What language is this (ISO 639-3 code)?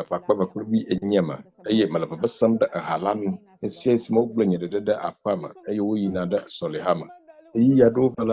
ewe